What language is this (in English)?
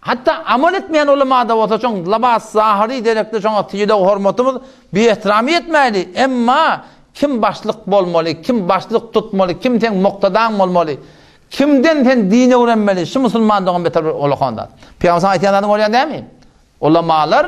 Turkmen